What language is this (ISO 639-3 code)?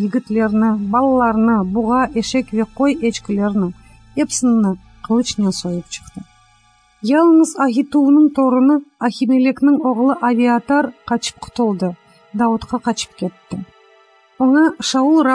crh